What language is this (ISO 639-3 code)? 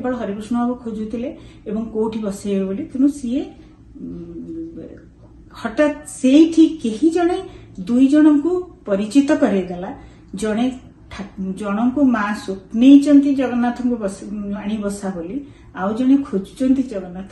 ori